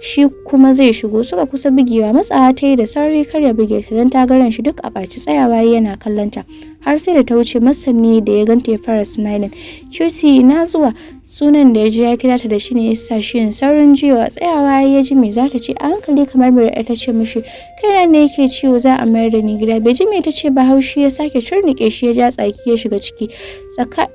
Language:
Hausa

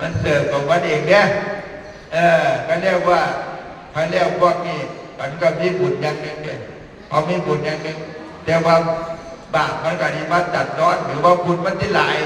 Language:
Northeastern Thai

